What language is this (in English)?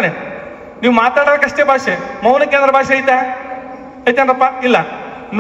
Kannada